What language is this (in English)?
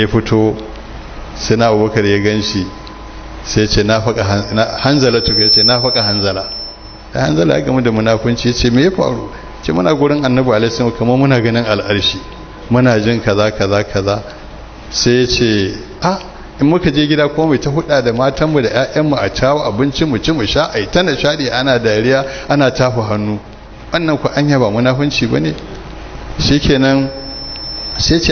Hausa